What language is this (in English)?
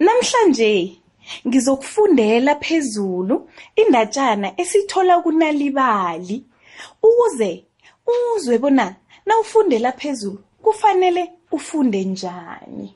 South Ndebele